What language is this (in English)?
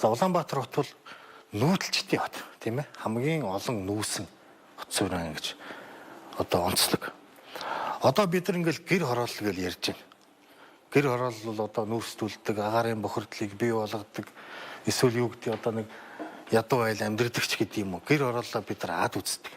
Mongolian